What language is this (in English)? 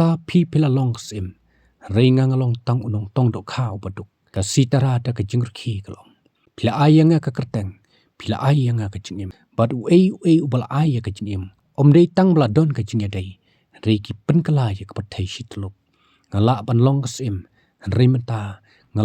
Khasi